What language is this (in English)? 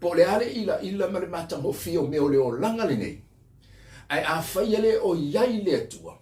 Samoan